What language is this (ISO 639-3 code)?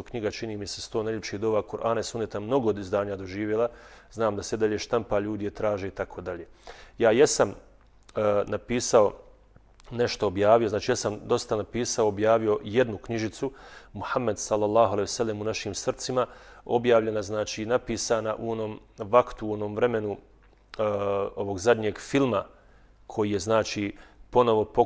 bos